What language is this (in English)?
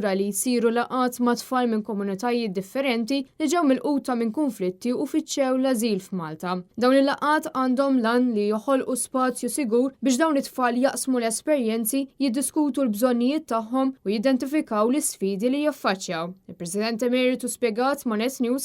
Maltese